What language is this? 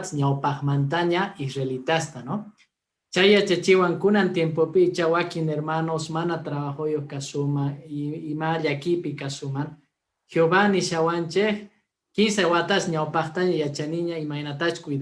Quechua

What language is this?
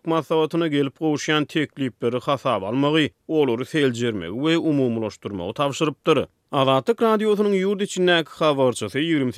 Turkmen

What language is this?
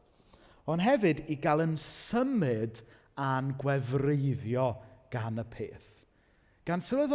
Welsh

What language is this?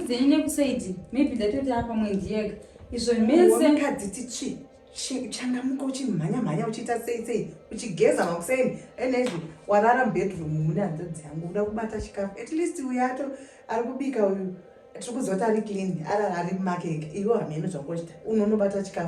Shona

